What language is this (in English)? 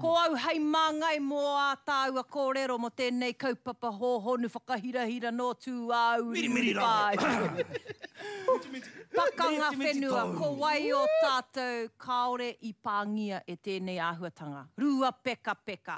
Māori